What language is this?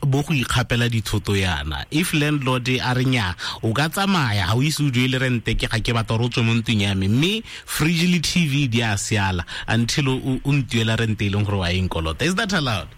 Tswana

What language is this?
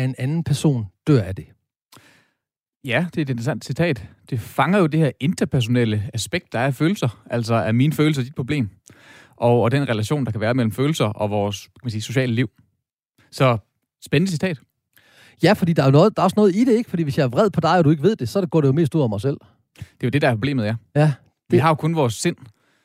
Danish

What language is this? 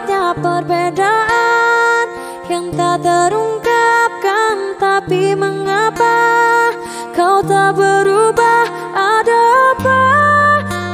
Indonesian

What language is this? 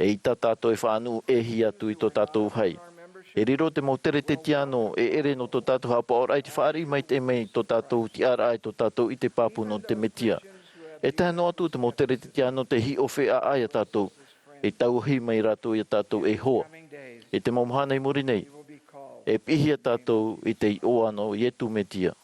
Tahitian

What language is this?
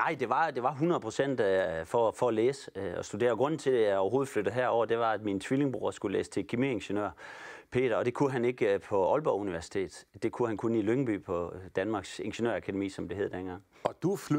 Danish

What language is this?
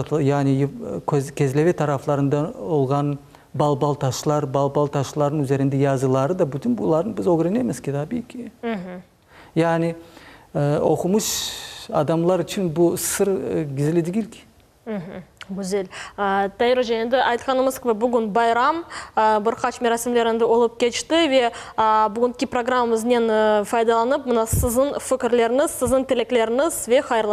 Crimean Tatar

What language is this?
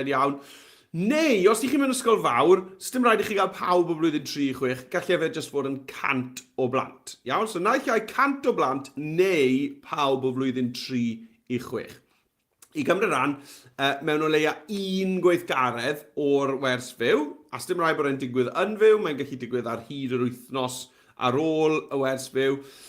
Welsh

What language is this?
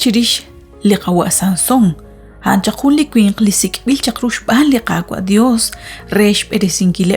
Kekchí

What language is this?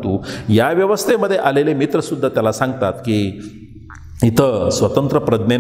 Marathi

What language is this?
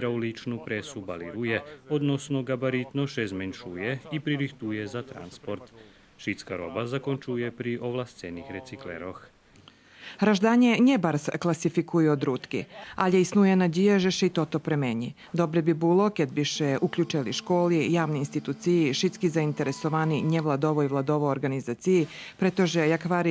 Rusyn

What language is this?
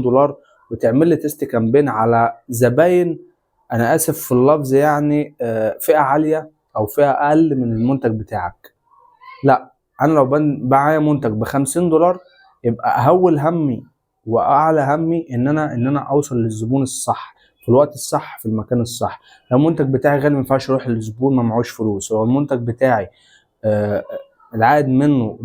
Egyptian Arabic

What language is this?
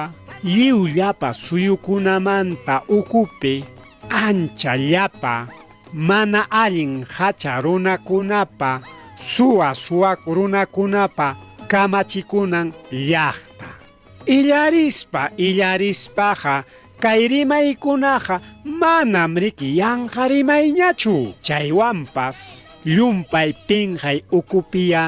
Ayacucho Quechua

